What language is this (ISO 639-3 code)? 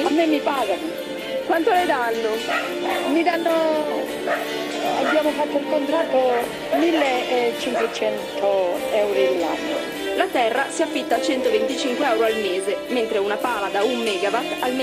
ita